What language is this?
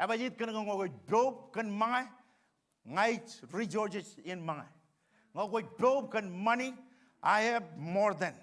Marshallese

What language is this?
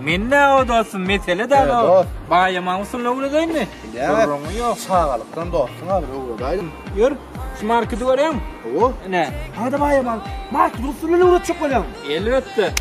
Turkmen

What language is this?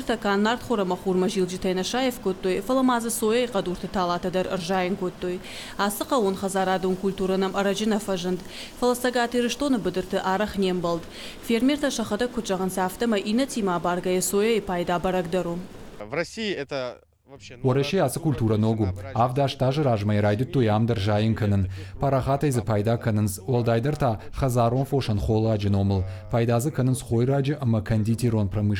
Ossetic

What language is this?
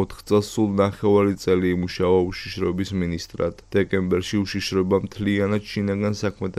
Georgian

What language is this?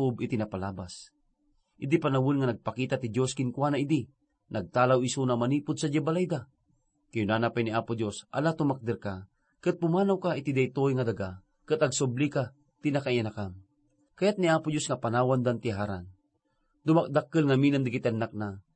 Iloko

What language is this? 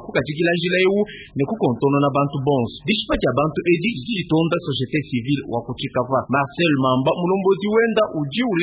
Luba-Lulua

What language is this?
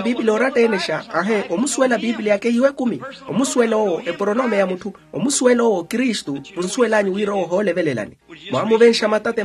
Makhuwa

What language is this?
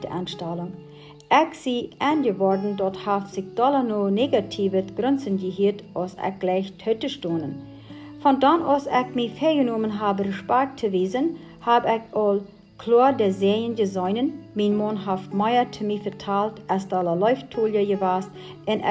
Plautdietsch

